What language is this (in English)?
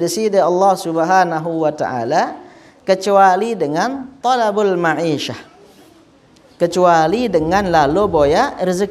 Sasak